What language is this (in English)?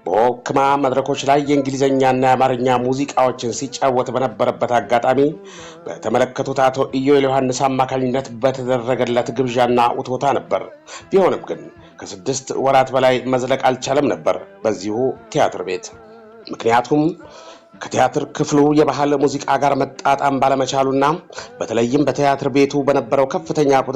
Amharic